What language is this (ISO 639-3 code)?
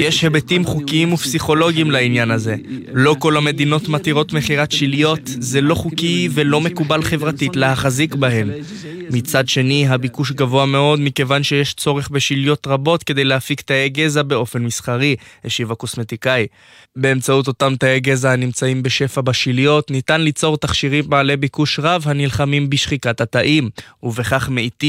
heb